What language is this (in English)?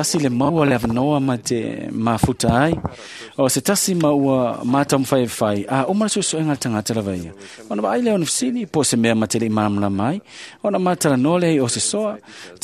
Samoan